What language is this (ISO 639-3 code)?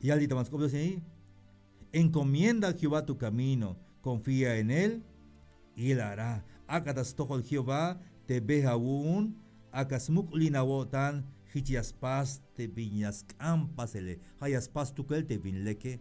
tzh